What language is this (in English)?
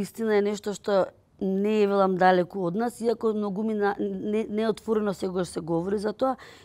Macedonian